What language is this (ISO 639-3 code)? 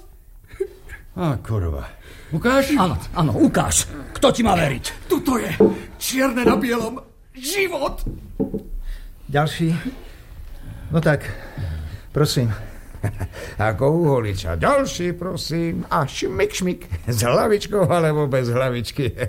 slk